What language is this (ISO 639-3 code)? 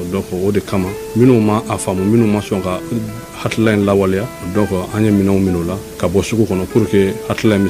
bam